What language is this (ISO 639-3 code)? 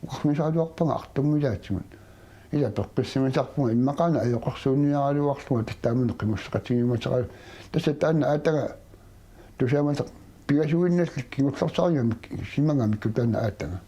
kal